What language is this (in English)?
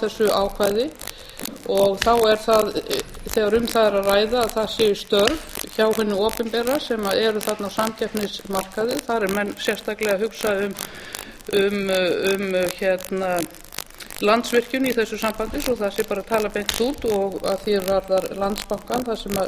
Icelandic